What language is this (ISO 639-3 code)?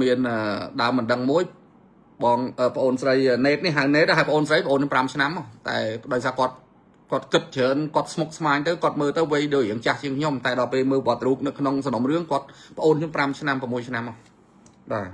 khm